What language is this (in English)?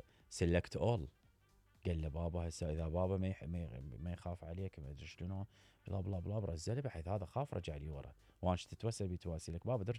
Mesopotamian Arabic